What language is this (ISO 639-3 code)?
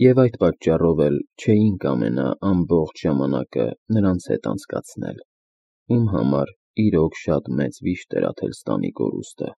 hye